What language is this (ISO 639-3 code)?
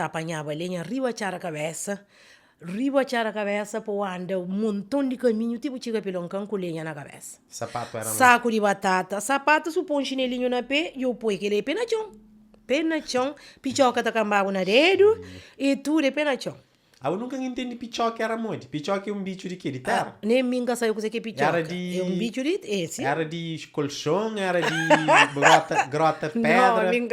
kea